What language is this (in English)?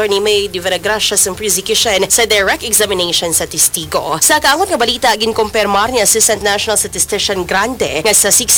Hiligaynon